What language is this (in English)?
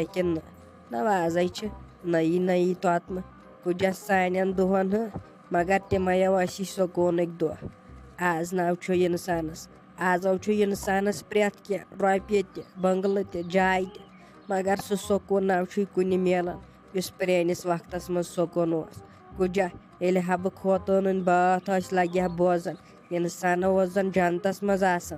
Kashmiri